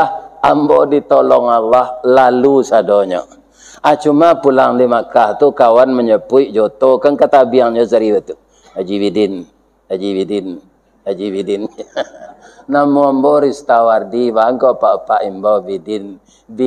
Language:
Minangkabau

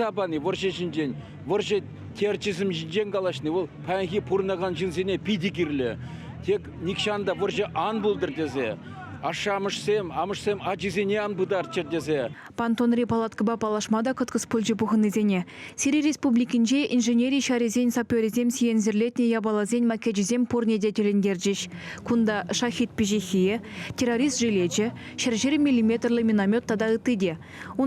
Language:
Chuvash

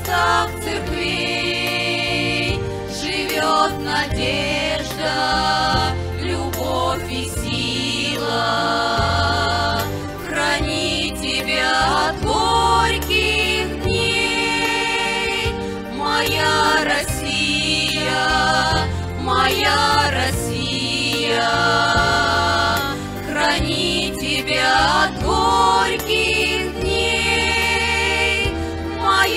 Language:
Russian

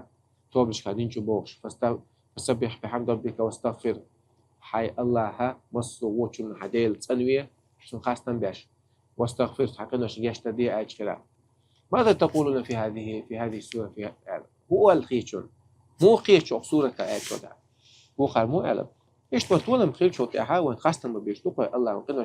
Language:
Chechen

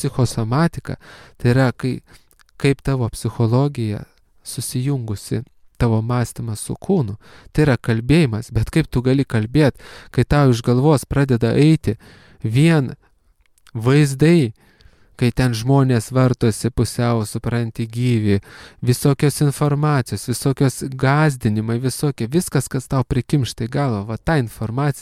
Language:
Lithuanian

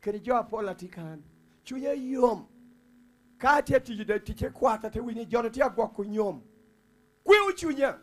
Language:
Lango (Uganda)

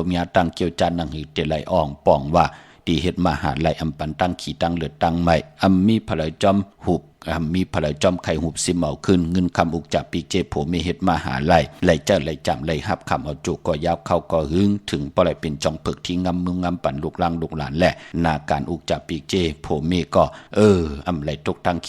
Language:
Shan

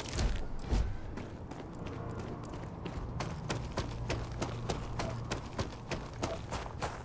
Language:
German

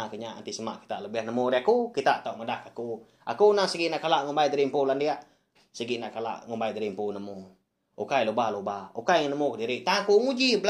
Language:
Iban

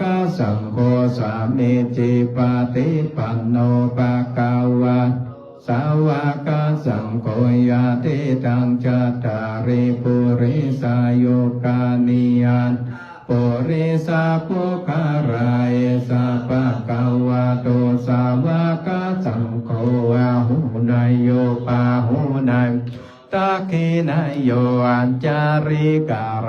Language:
Pali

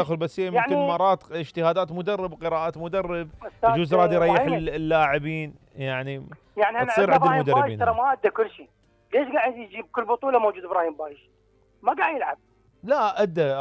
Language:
Mesopotamian Arabic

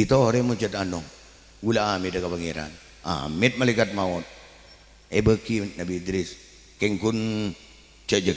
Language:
Madurese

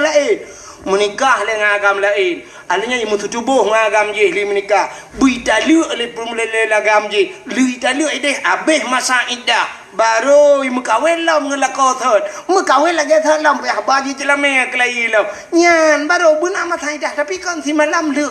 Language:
Achinese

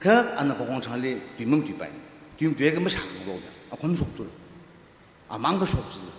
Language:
Tangkhul Naga (India)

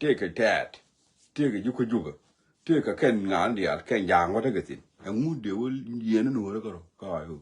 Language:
Nuer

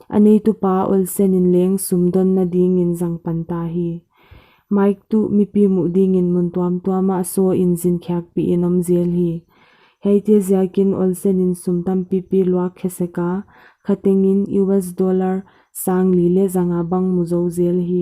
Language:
Paite Chin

